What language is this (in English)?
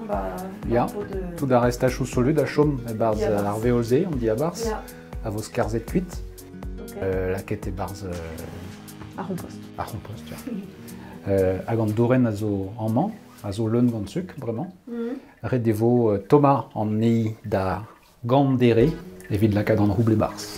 Breton